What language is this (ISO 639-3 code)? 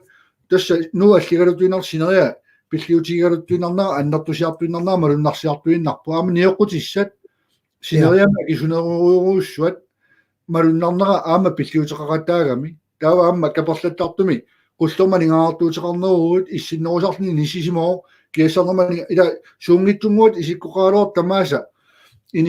kal